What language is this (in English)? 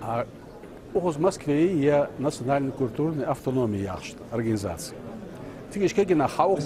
Ingush